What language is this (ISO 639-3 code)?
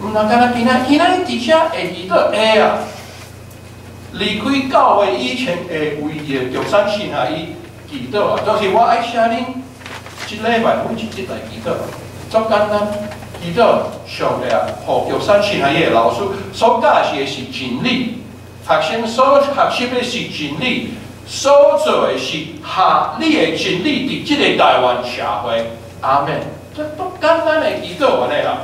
nan